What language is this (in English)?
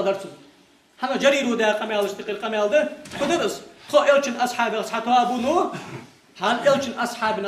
Ingush